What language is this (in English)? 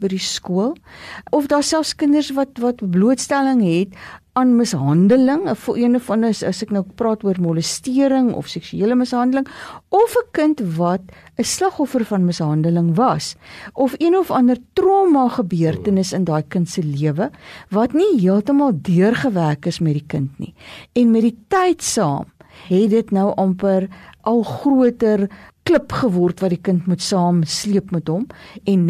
Afrikaans